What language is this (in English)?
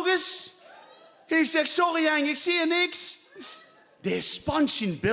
Limburgish